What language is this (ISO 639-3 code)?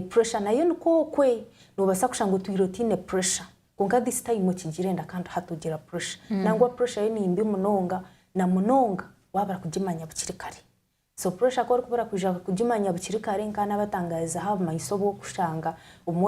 nyn